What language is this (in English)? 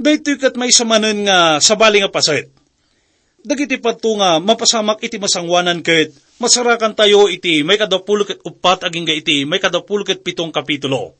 Iloko